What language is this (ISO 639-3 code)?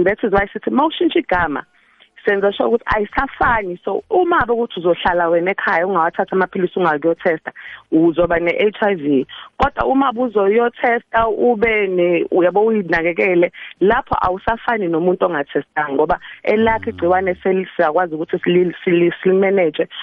nbl